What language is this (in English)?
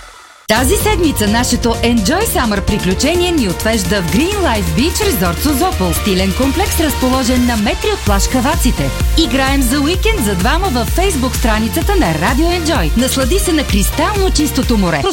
Bulgarian